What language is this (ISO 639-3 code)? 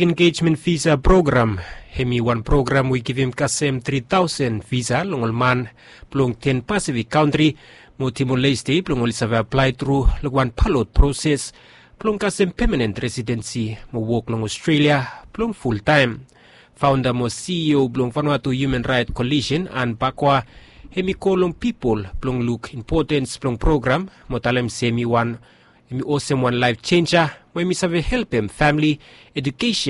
bis